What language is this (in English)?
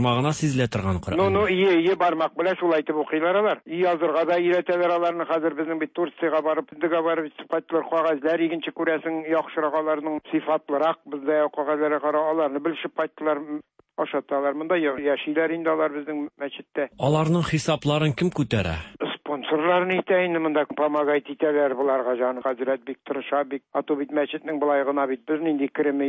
Tatar